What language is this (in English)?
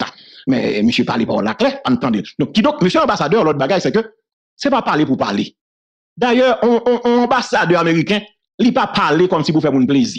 French